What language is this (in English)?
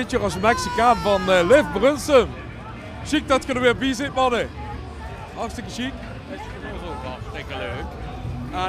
Limburgish